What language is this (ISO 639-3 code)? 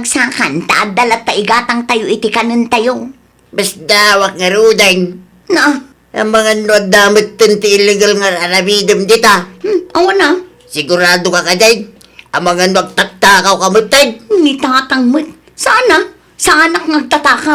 ilo